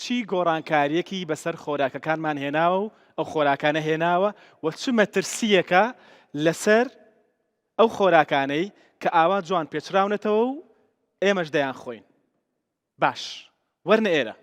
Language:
Central Kurdish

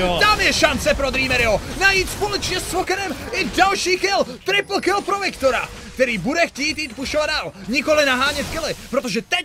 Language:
Czech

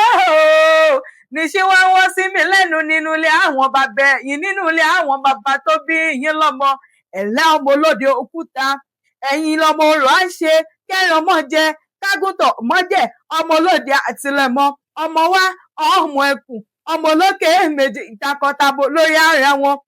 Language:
Yoruba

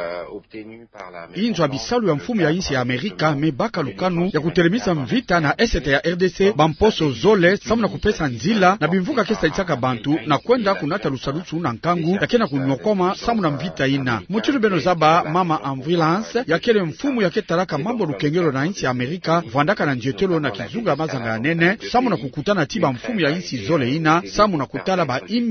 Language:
Kituba (Democratic Republic of Congo)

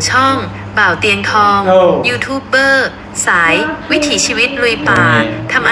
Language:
Lao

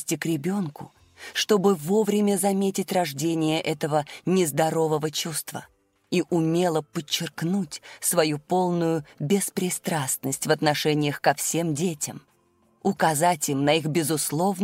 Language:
Russian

